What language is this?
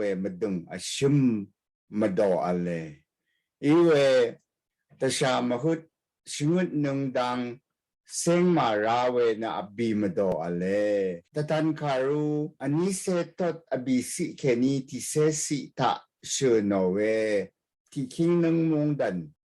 Rawang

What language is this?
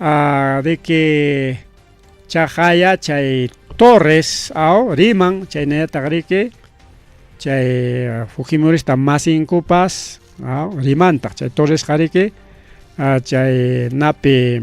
Ayacucho Quechua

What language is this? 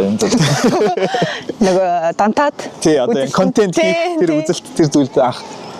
Mongolian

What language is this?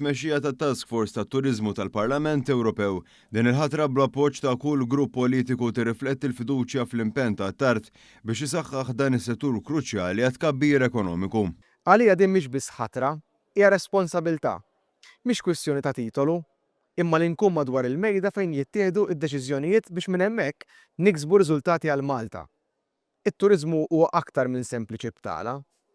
Maltese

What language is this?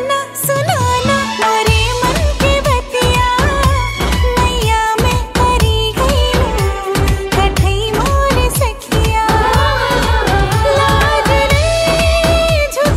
Bhojpuri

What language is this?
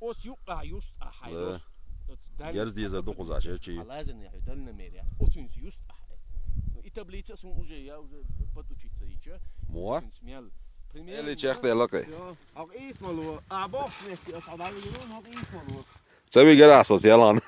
Chechen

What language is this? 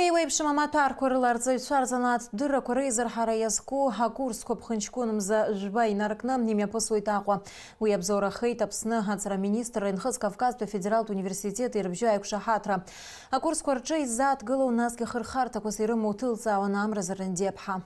Abkhazian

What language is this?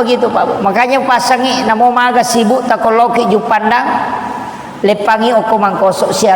Buginese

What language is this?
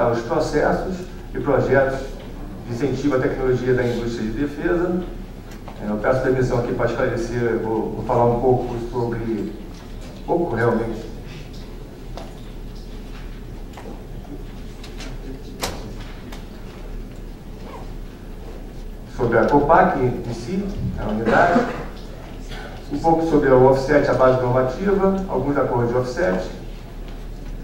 Portuguese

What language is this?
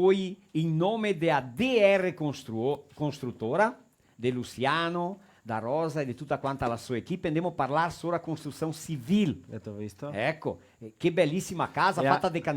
Venetian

